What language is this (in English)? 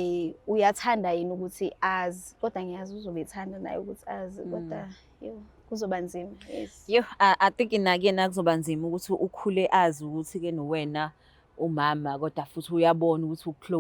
Zulu